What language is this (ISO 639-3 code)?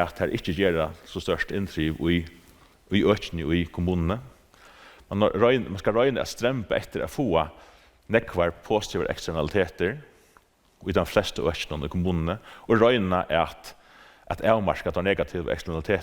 fao